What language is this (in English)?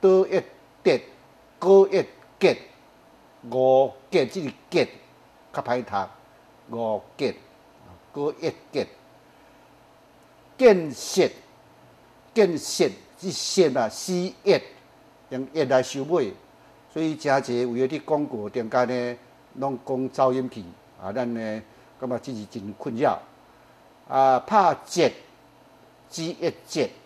Min Nan Chinese